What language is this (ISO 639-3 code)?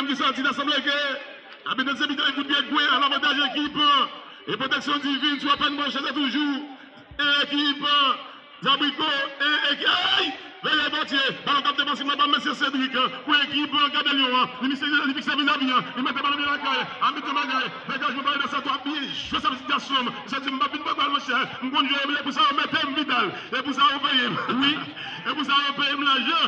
hat